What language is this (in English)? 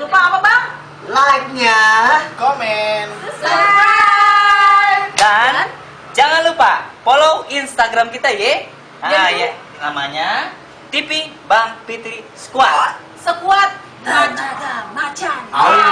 Betawi